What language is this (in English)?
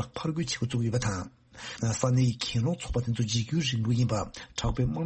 Tibetan